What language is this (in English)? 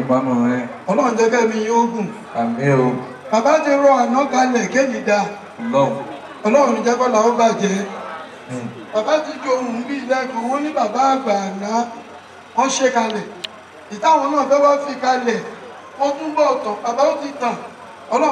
Yoruba